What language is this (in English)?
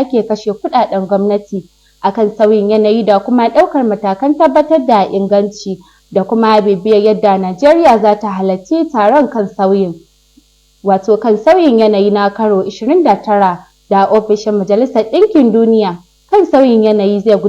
Hausa